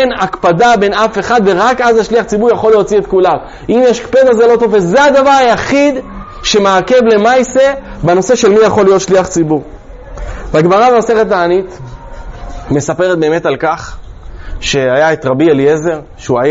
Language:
Hebrew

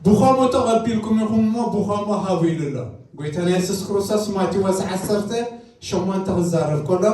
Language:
Tigrinya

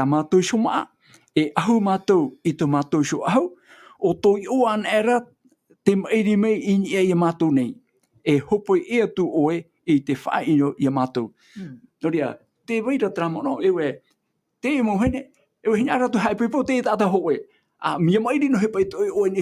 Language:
Tahitian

